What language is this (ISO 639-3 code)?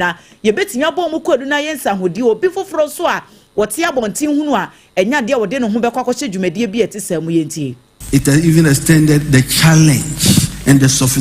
aka